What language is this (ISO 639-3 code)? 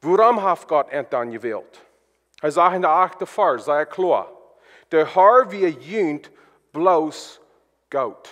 pdt